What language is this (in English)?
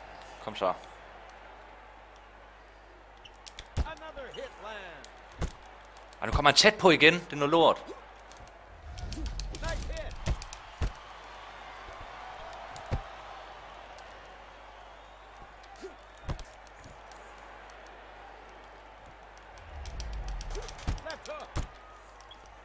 Danish